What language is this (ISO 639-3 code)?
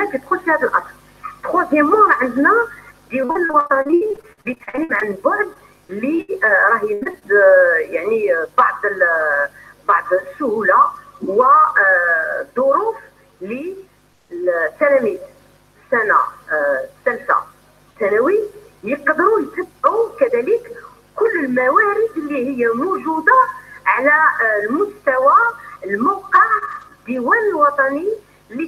arq